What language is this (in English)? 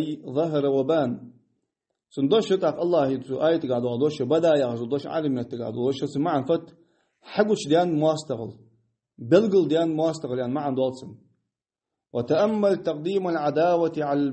Ingush